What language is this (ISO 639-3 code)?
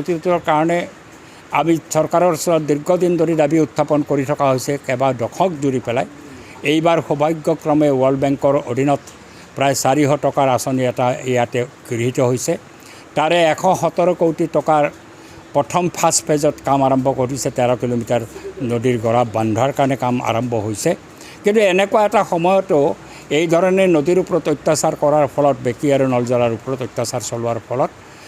asm